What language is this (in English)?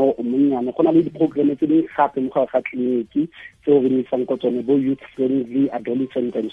Tswana